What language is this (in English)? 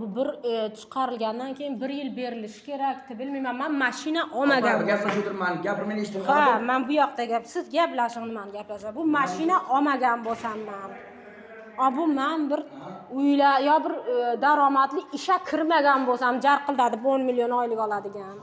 Uzbek